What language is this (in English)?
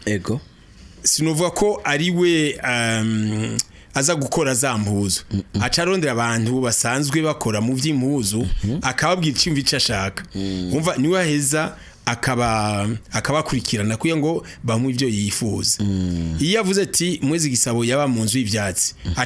Rundi